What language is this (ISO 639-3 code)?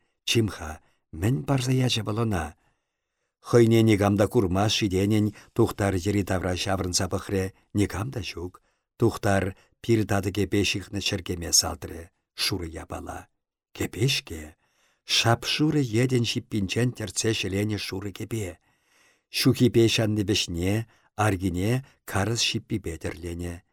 chv